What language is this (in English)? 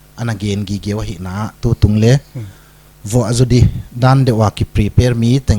Paite Chin